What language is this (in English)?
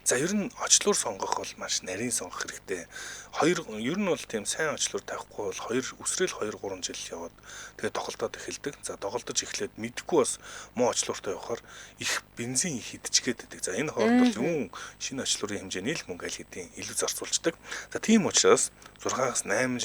Mongolian